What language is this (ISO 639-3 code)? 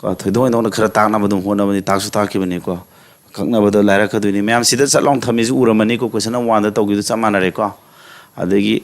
mni